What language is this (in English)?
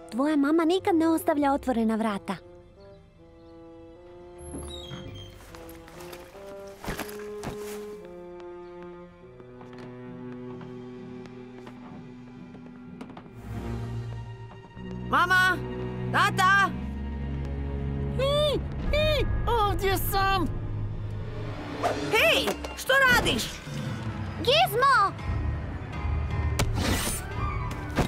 Croatian